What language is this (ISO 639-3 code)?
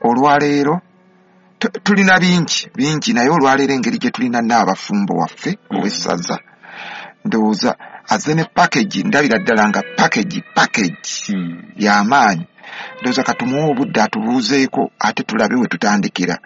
lug